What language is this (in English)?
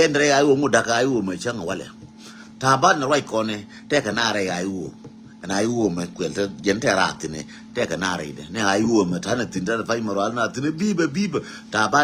Nuer